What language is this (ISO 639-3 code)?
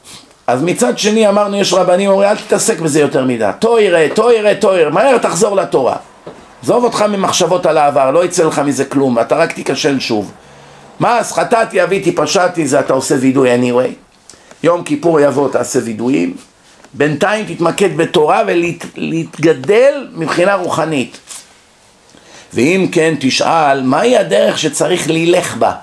heb